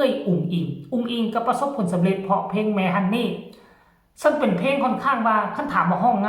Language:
Northeastern Thai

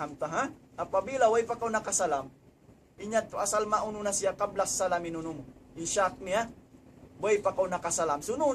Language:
Tausug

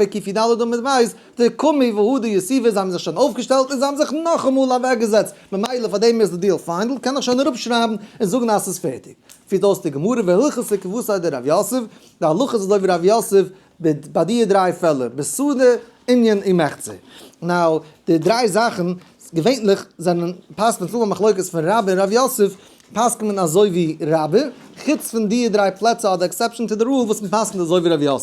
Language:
Yiddish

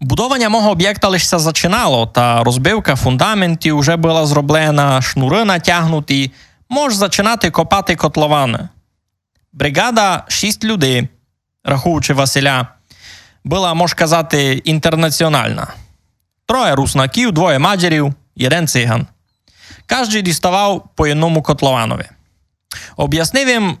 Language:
Rusyn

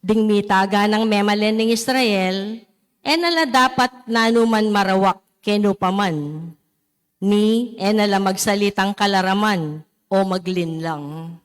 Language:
Pampanga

